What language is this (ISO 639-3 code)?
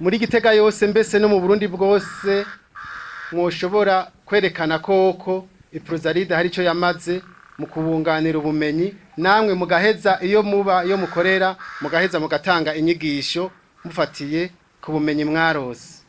run